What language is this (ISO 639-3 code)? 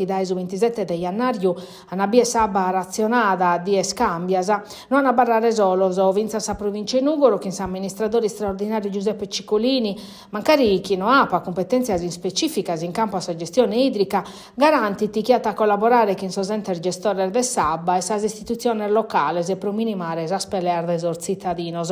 srd